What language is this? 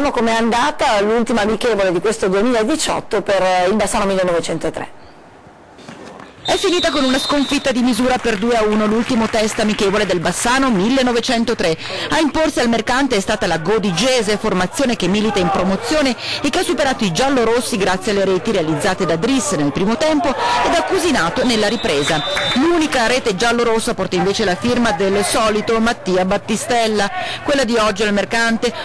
Italian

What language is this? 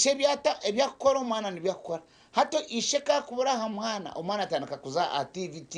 Nyankole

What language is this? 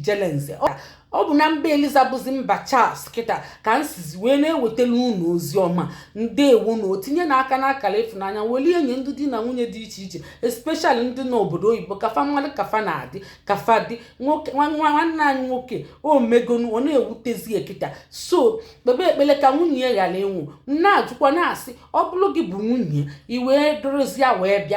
Igbo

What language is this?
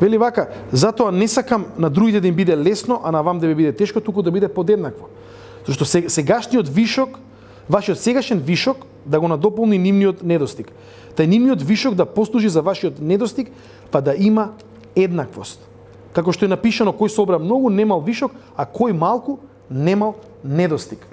Macedonian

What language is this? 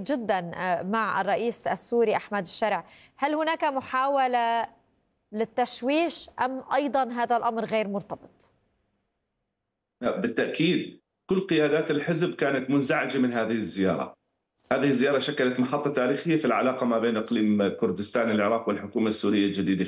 Arabic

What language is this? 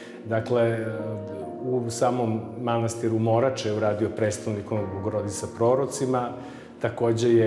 Serbian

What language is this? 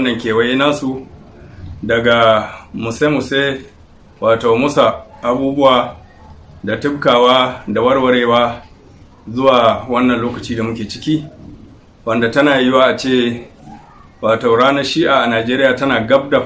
Hausa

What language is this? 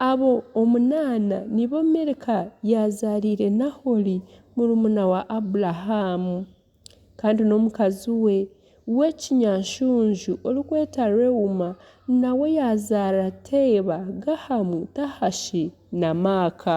Nyankole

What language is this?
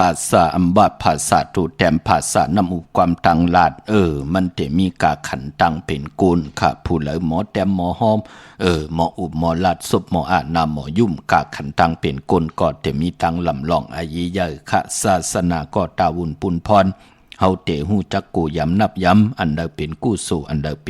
Shan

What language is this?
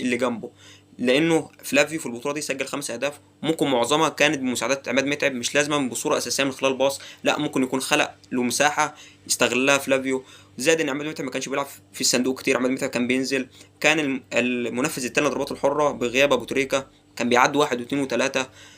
Egyptian Arabic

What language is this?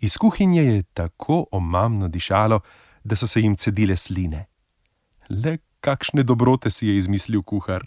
Slovenian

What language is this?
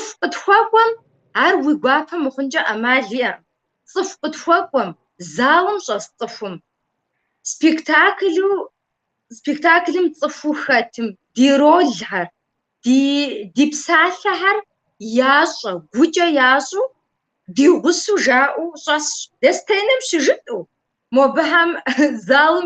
Kabardian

